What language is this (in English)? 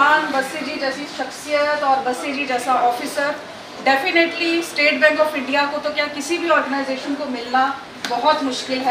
Hindi